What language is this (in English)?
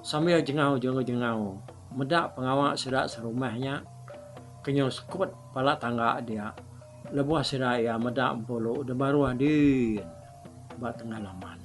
Iban